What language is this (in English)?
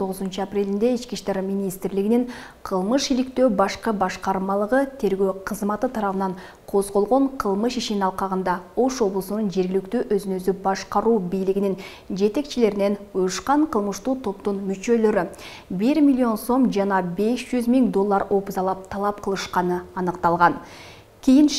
Kyrgyz